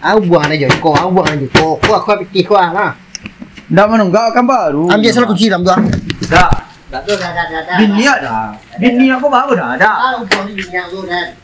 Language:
Minangkabau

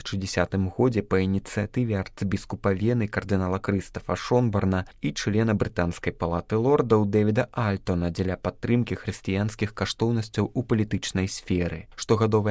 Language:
Belarusian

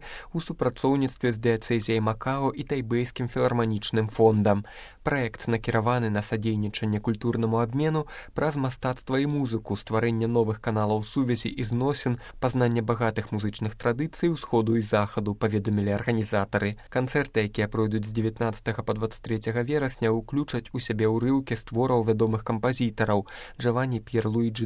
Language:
Belarusian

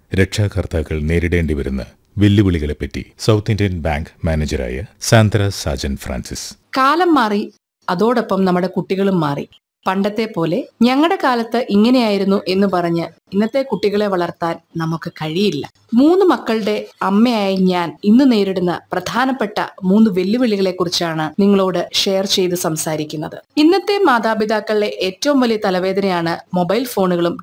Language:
Malayalam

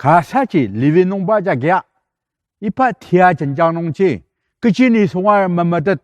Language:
Ao Naga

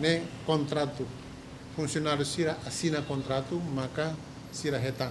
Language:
Tetum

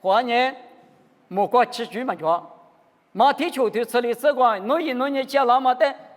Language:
Lisu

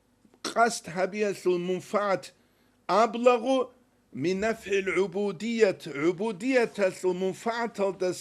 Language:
Avaric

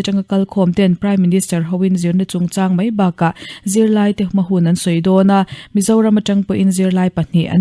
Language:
Mizo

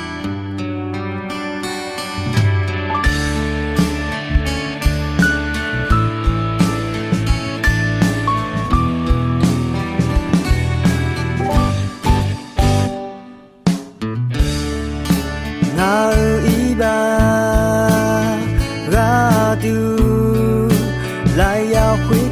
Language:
Akha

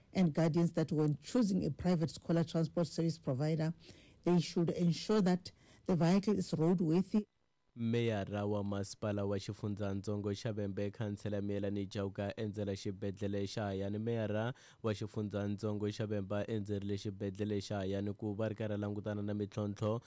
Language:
Tsonga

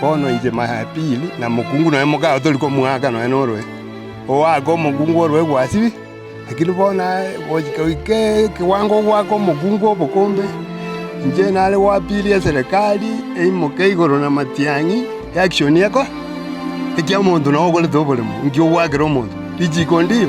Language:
Gusii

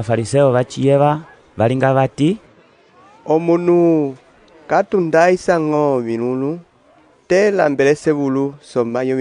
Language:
Umbundu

